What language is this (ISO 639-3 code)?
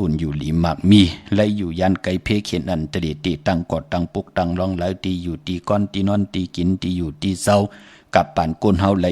shn